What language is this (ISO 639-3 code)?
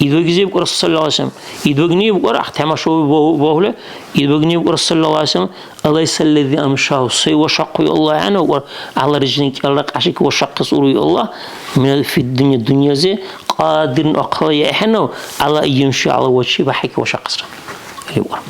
dar